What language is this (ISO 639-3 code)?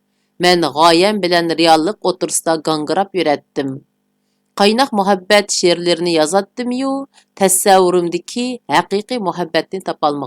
uig